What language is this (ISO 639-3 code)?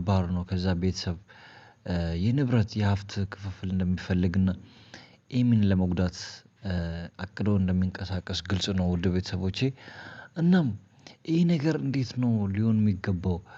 amh